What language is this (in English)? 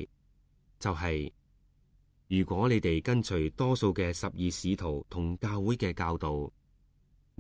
Cantonese